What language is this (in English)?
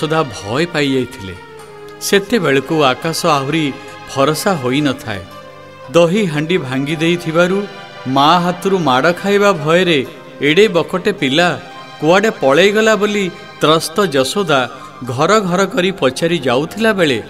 Odia